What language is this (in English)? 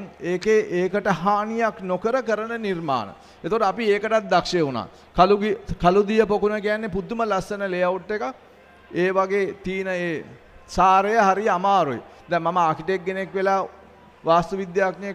Sinhala